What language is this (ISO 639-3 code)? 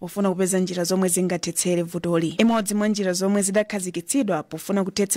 nya